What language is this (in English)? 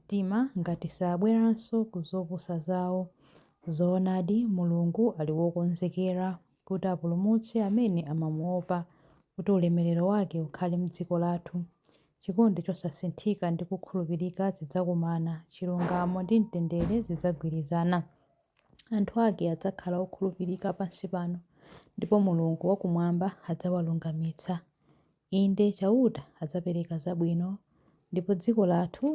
Nyanja